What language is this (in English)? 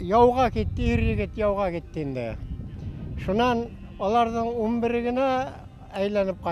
Bashkir